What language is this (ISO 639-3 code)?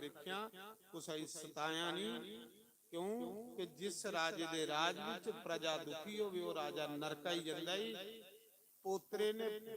doi